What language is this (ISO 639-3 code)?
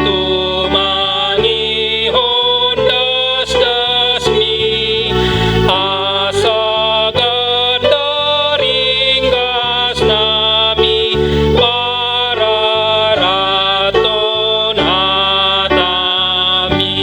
bbc